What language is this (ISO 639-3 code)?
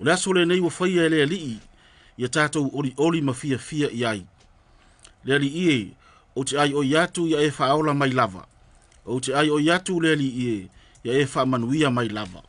smo